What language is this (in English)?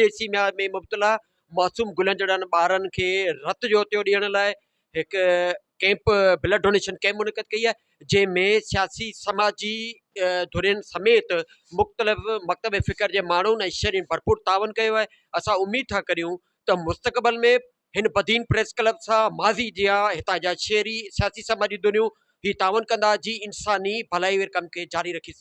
Sindhi